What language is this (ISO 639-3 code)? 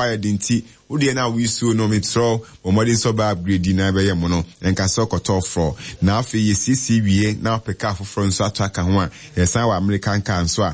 aka